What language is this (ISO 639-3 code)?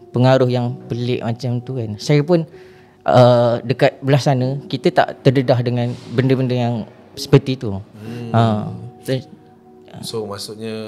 msa